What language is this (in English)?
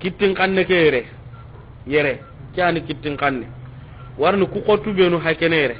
Soninke